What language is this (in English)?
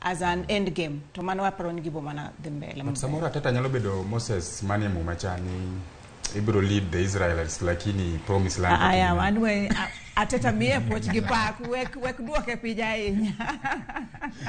Luo (Kenya and Tanzania)